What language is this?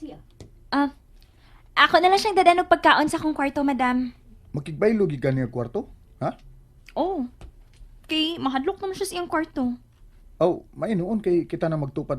Cebuano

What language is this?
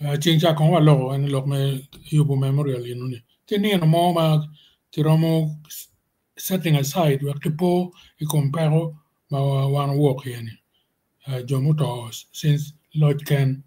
Acoli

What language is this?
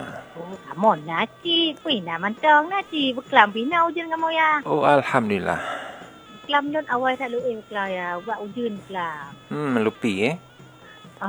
Malay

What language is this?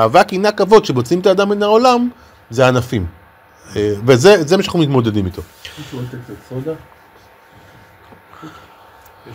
Hebrew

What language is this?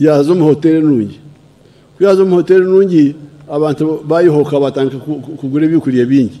Nyankole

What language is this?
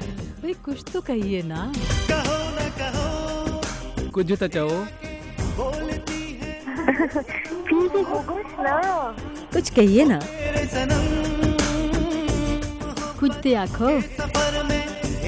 Urdu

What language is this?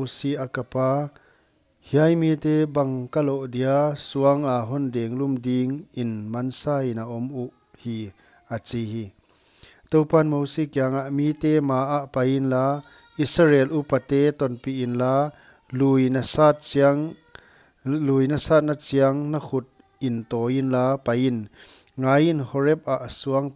Paite Chin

